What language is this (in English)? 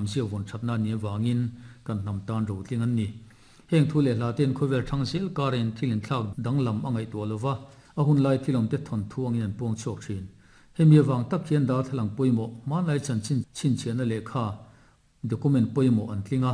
Mizo